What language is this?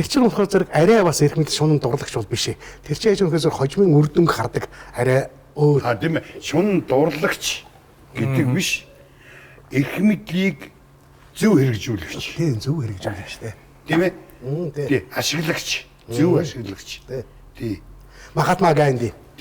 Mongolian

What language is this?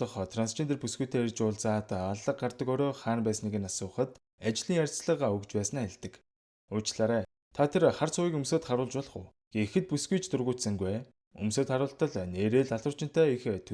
Mongolian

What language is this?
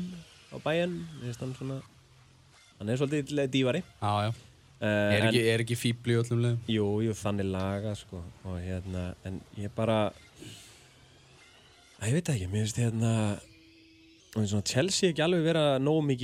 Icelandic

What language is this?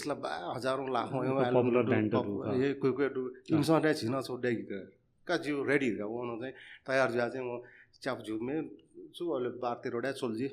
Newari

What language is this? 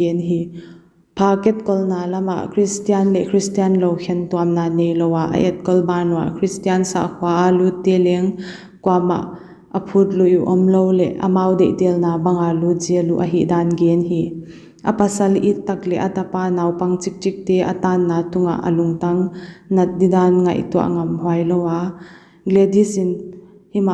Paite Chin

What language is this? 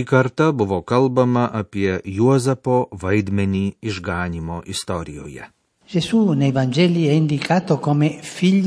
Lithuanian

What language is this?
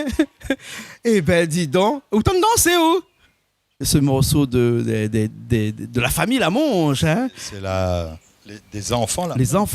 Réunion Creole French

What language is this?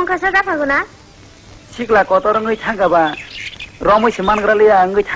Kok Borok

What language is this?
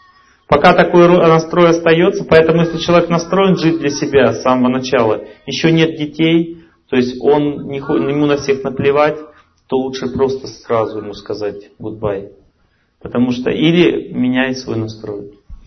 Russian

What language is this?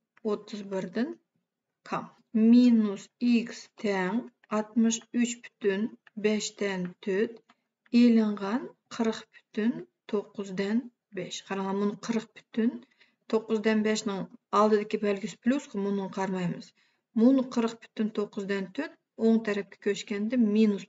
Uyghur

